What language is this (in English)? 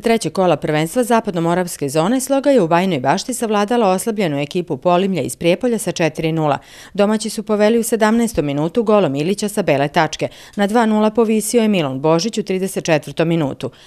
Serbian